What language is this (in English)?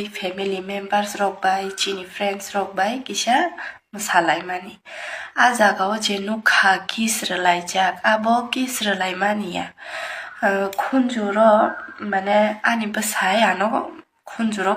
Kok Borok